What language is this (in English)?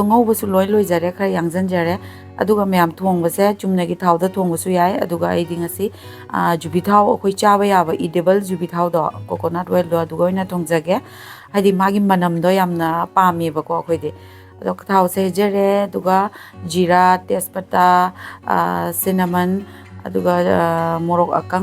Manipuri